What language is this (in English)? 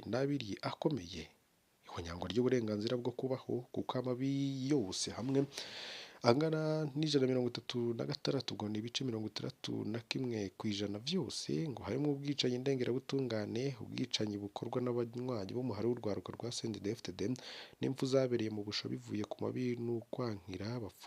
Rundi